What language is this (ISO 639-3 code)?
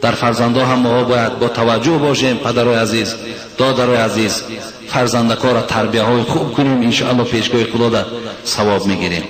tgk